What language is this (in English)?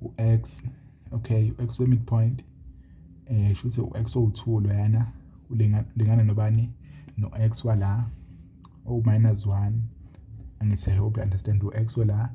Zulu